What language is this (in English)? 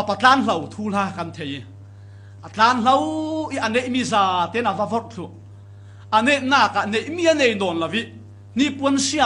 Falam Chin